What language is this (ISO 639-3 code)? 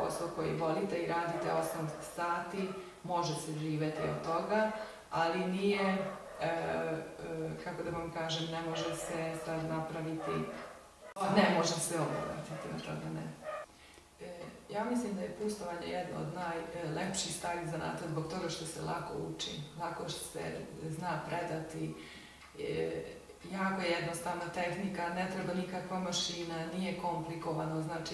srp